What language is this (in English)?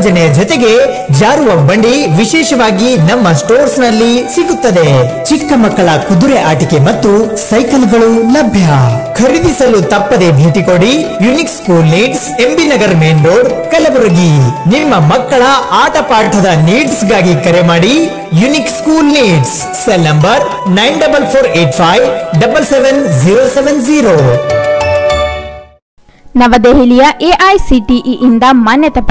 Kannada